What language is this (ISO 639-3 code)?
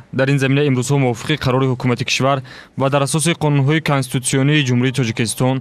tgk